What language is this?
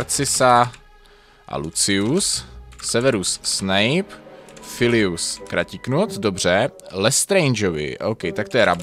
Czech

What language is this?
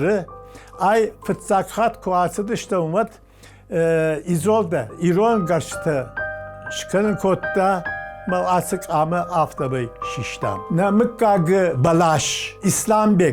Ossetic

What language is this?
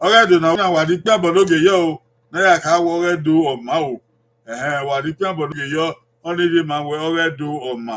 Bini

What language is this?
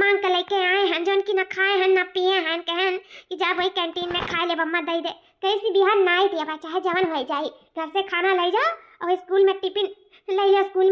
Awadhi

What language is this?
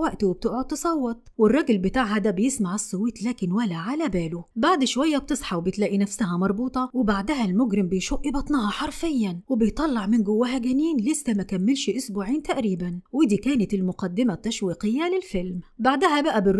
Egyptian Arabic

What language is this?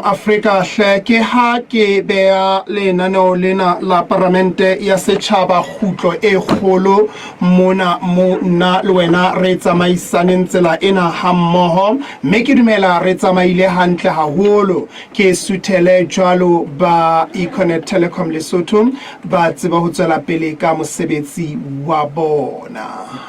Southern Sotho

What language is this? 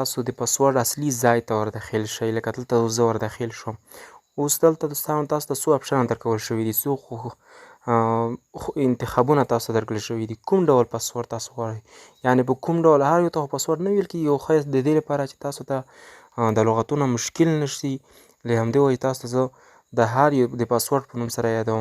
Pashto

